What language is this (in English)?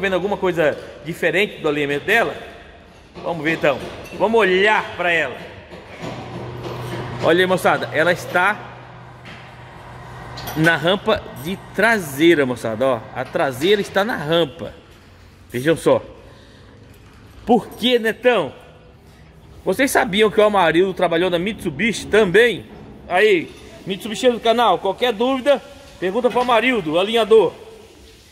Portuguese